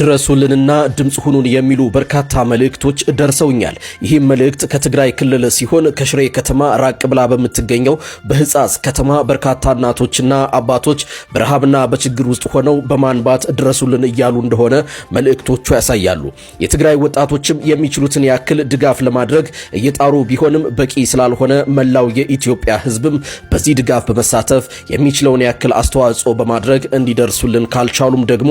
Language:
Amharic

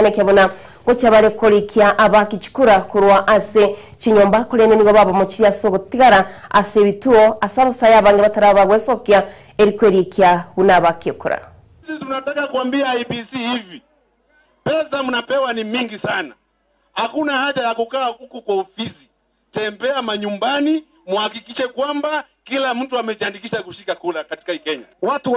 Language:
Gusii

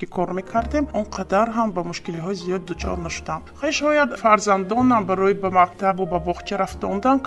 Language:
Tajik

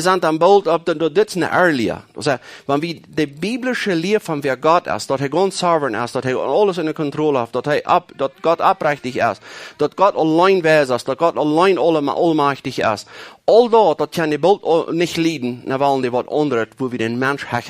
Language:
Plautdietsch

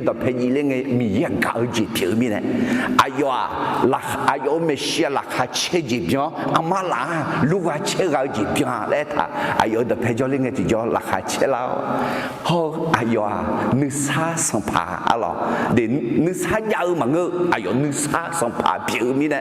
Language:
Akha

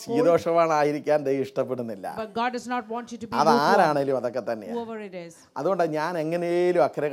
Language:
Malayalam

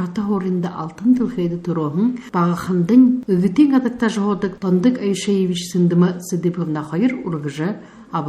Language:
Buriat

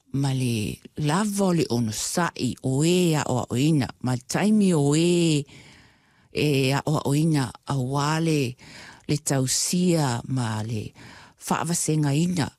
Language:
Samoan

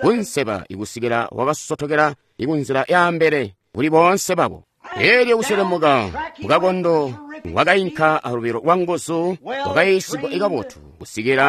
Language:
Tonga (Zambia)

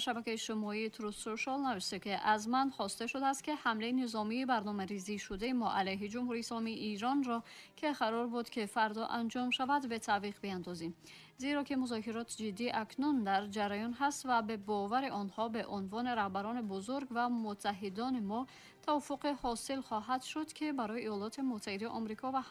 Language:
Tajik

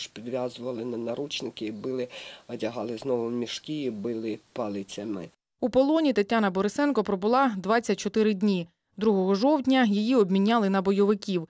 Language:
Ukrainian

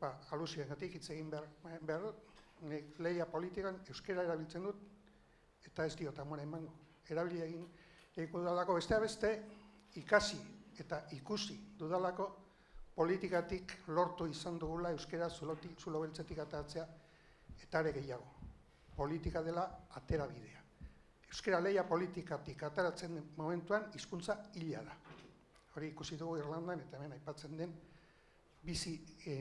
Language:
Basque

